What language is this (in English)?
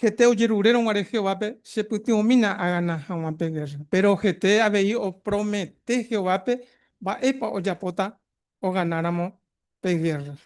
Guarani